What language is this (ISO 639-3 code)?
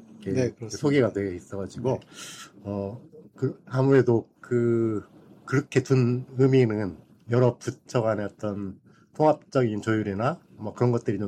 kor